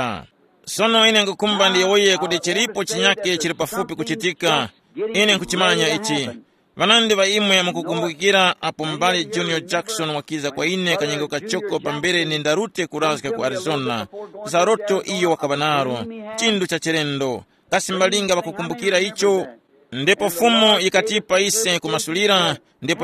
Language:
Tumbuka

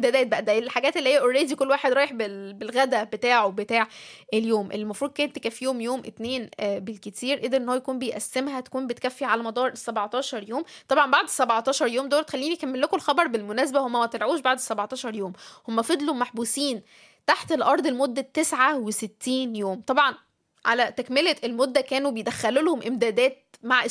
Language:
Egyptian Arabic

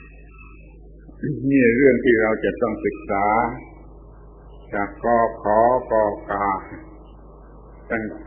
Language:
Thai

